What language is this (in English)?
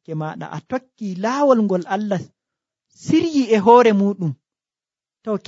Nigerian Fulfulde